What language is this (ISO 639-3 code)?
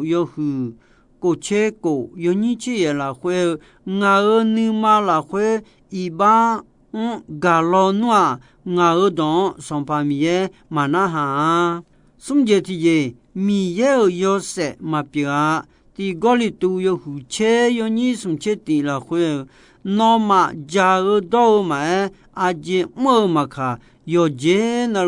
ahk